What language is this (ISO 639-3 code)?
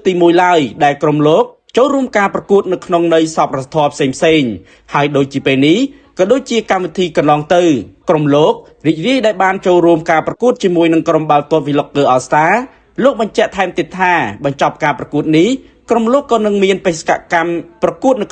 khm